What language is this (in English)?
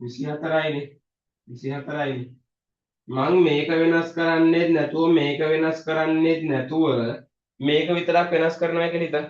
Sinhala